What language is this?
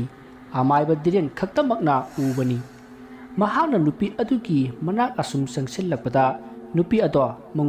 Manipuri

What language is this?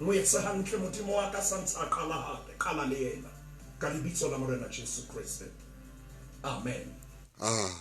Southern Sotho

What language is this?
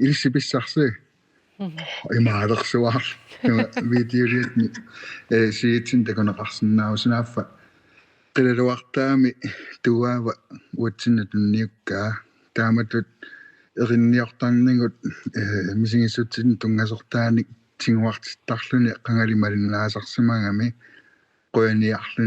Kalaallisut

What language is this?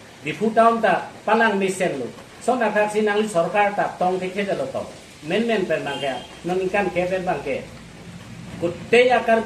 Karbi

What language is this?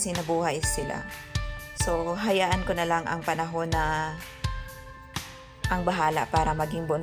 Filipino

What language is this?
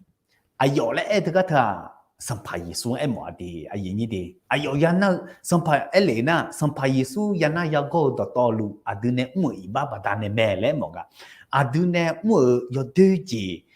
Akha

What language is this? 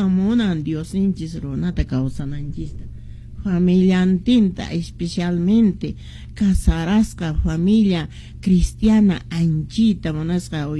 Quechua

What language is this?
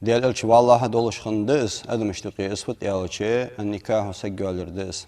Ingush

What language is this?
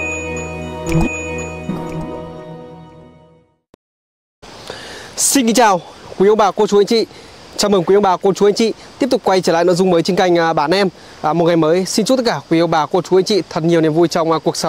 Vietnamese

